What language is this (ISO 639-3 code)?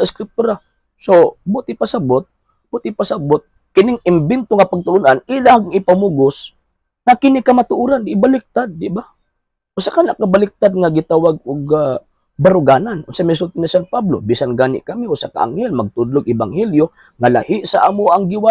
ceb